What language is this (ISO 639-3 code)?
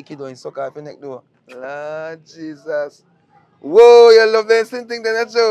jam